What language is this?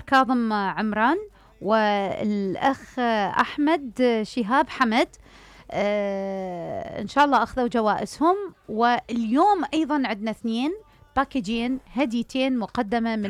Mesopotamian Arabic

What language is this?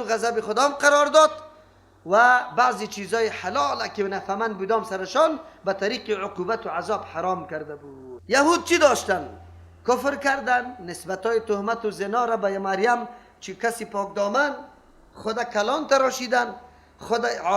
Persian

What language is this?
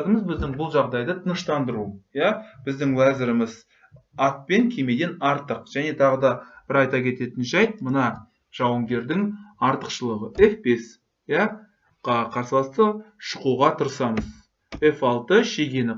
Kazakh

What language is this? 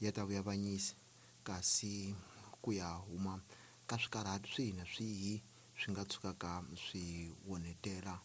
Tsonga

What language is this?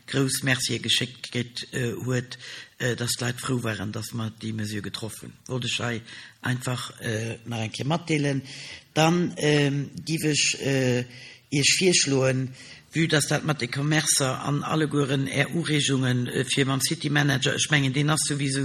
Luxembourgish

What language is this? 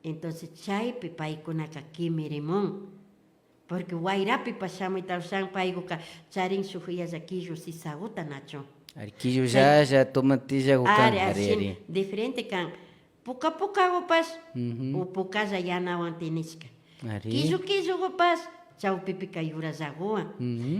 Imbabura Highland Quichua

